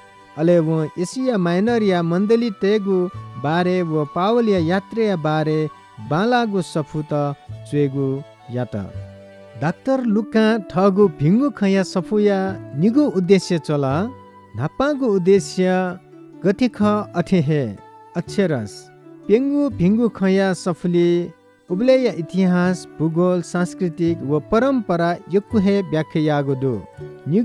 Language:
Newari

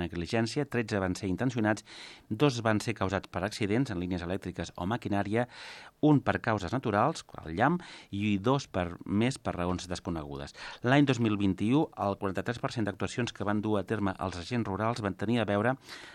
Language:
Catalan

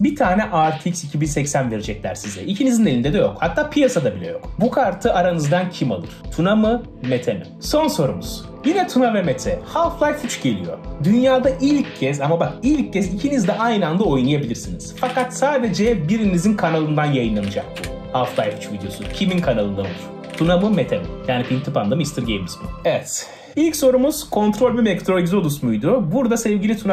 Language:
Turkish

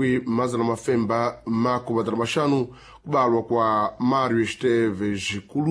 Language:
Sena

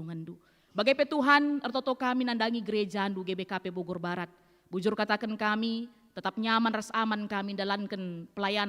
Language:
Batak Karo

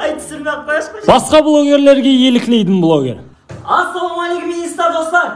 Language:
Kara-Kalpak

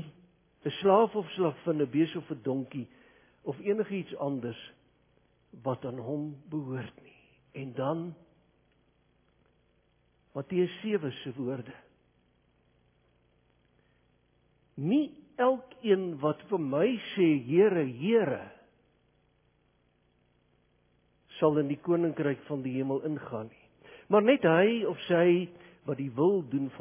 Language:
Afrikaans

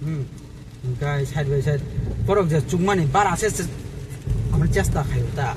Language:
Kok Borok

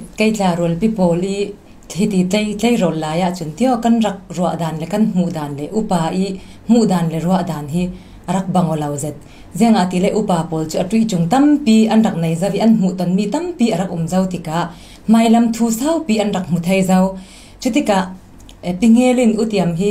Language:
Falam Chin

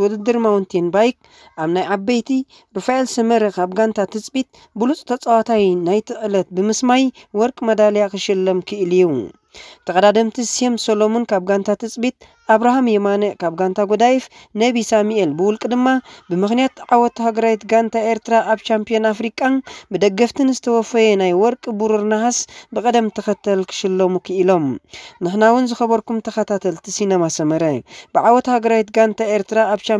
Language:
Tigrinya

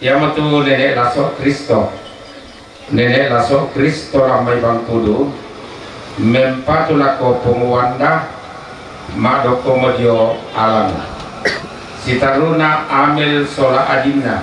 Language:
Toraja-Sa'dan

